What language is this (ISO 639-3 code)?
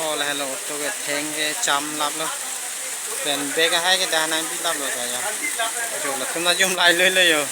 mjw